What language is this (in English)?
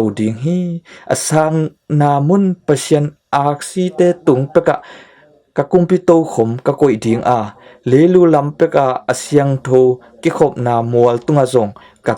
Tedim Chin